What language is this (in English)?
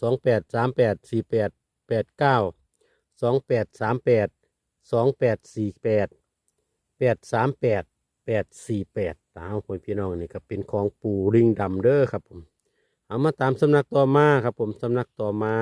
Northeastern Thai